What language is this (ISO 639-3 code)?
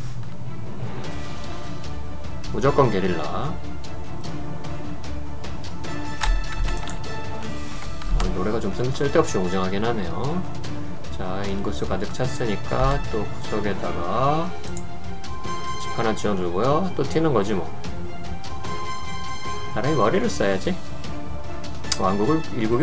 kor